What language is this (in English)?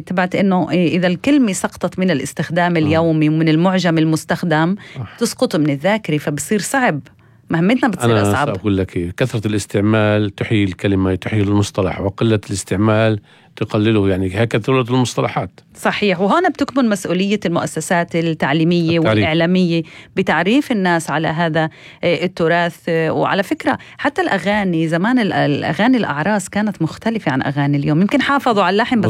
North Levantine Arabic